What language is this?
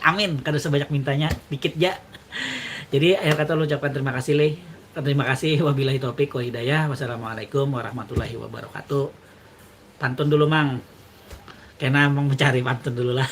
Banjar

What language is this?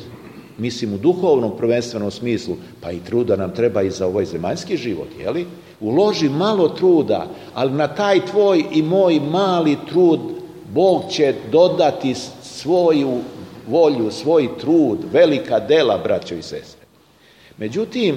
Serbian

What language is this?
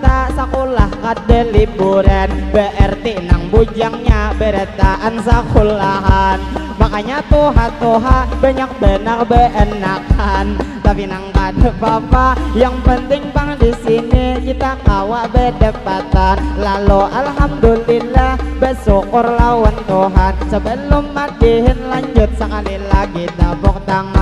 Banjar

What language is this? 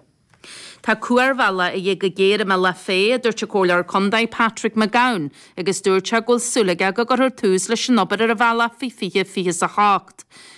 Irish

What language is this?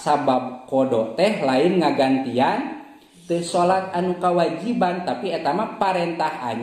Sundanese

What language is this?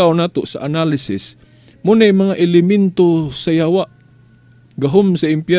Cebuano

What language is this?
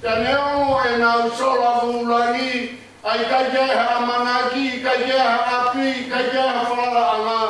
Tongan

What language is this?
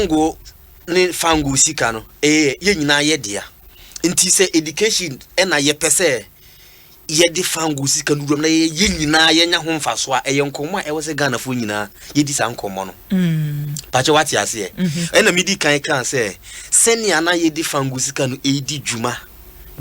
Akan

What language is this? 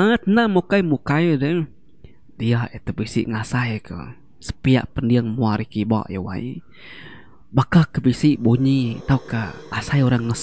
Iban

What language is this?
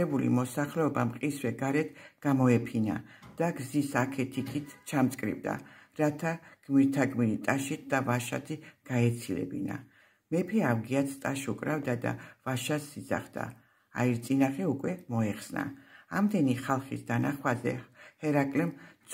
Georgian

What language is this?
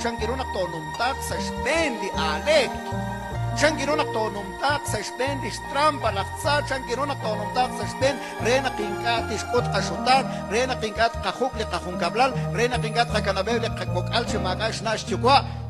Kekchí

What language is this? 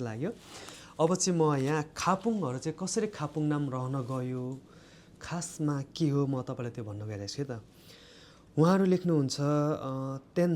Nepali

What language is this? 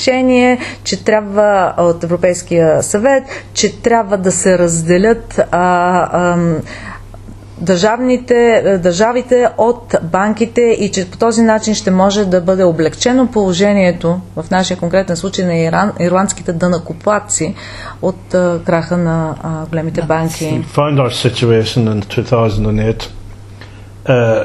Bulgarian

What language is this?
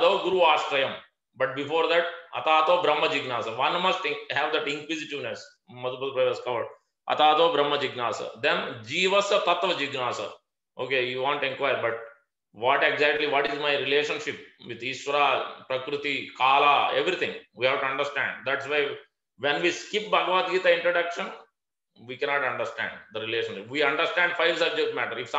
English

